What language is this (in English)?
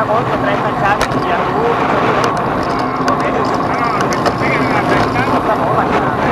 Catalan